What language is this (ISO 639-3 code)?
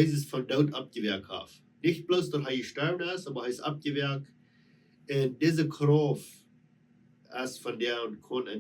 pdt